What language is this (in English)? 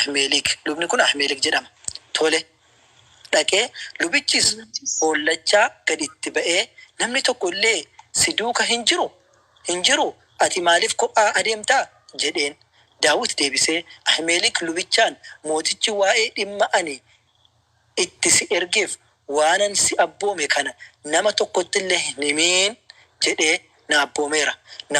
Oromo